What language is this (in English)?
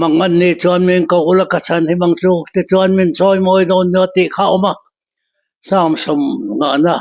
Mizo